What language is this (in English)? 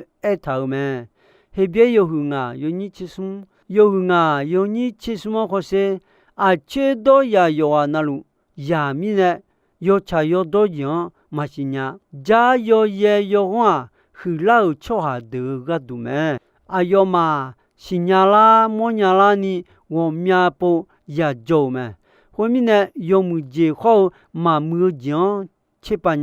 Akha